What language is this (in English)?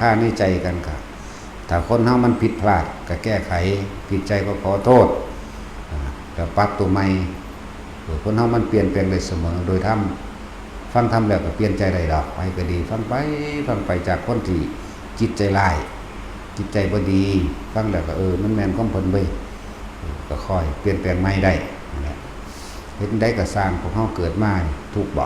Lao